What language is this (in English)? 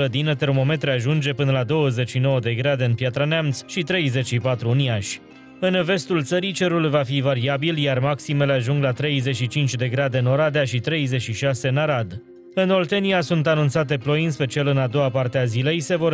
Romanian